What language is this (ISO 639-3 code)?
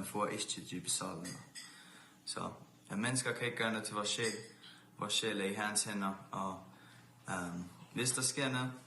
fao